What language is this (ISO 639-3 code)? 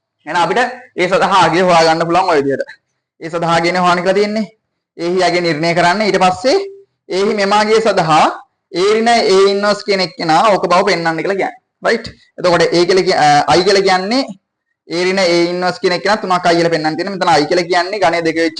sin